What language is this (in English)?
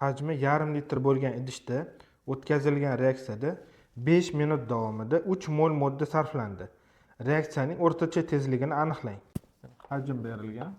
Uzbek